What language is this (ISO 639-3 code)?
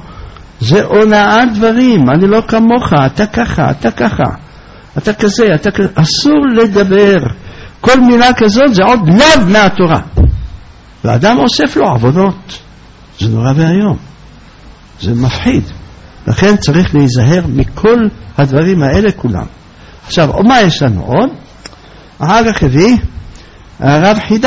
heb